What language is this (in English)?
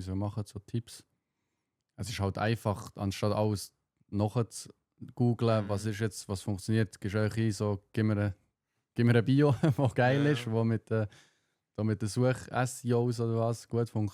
Swiss German